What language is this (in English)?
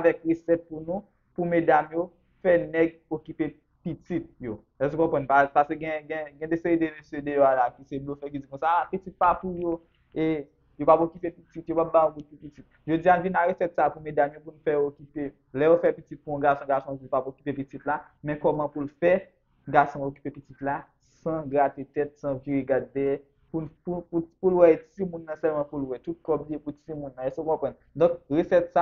Haitian Creole